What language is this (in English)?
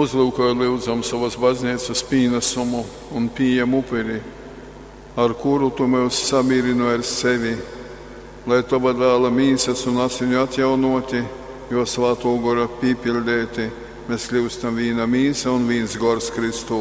Latgalian